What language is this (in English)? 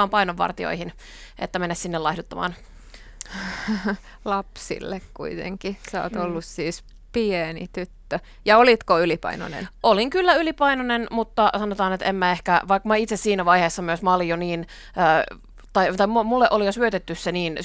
Finnish